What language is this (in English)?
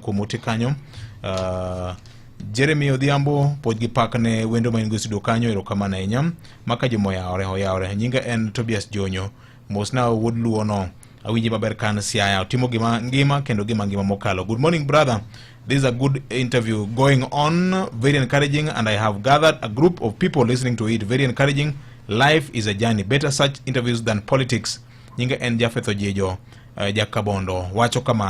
Luo (Kenya and Tanzania)